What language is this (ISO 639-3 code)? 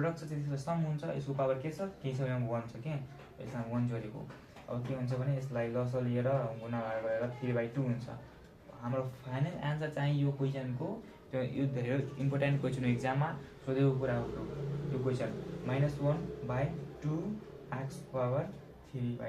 nep